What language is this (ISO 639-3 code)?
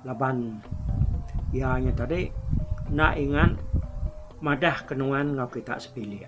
iba